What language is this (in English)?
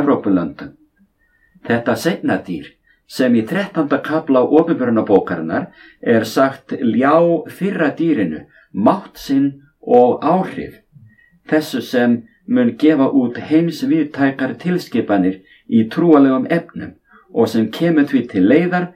Icelandic